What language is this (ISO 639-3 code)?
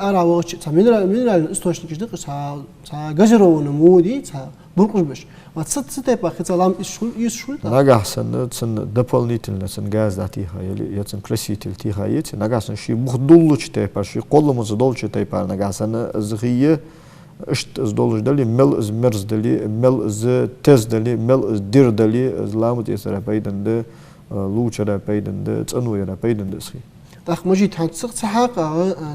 inh